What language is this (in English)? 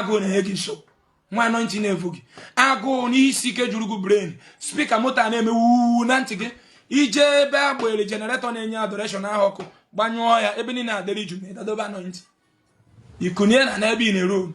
Igbo